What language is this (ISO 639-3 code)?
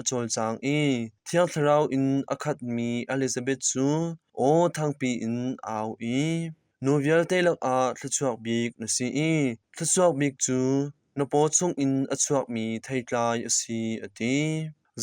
cnh